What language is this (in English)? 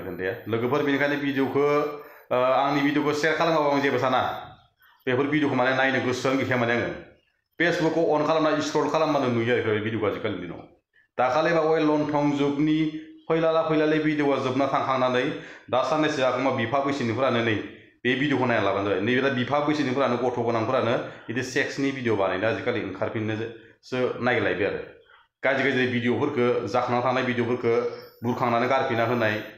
Bodo